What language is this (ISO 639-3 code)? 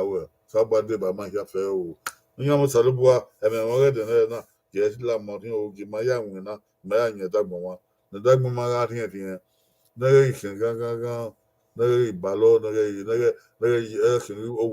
bin